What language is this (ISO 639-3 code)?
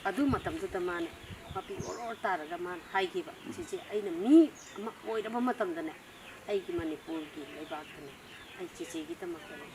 mni